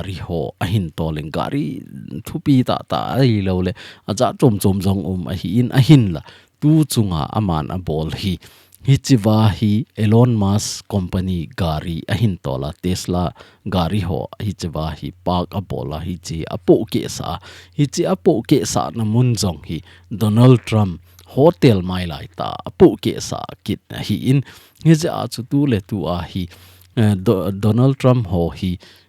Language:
Thado Chin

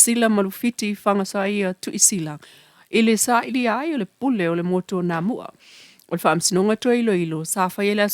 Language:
Samoan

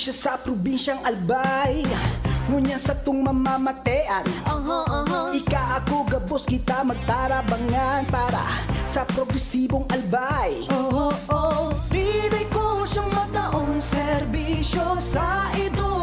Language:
Bikol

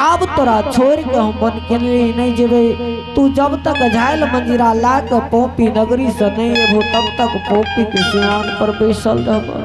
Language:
Angika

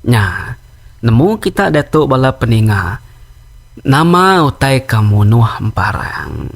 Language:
Iban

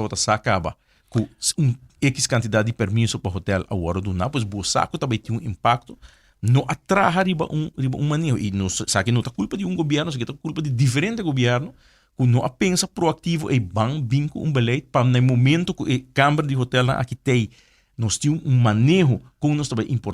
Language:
Papiamento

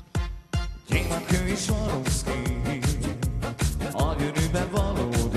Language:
Hungarian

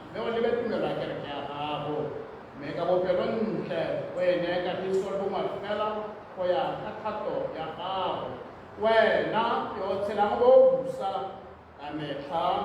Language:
Tswana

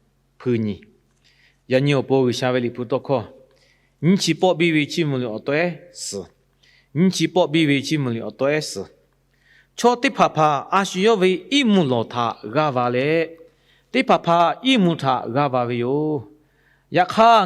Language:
Lahu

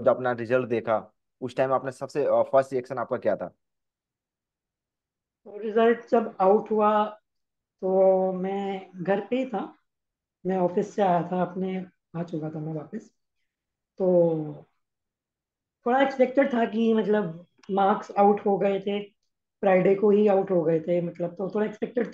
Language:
Hindi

